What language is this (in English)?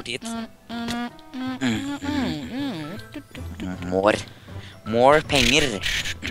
Norwegian